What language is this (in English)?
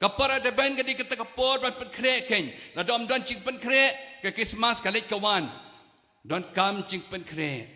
Khasi